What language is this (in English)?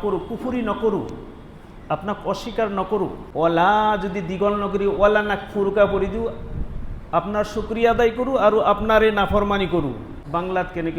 Assamese